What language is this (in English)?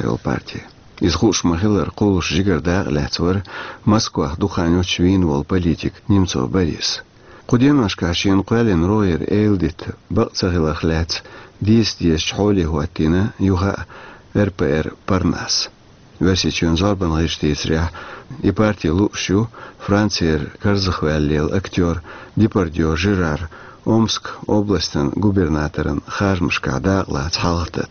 Chechen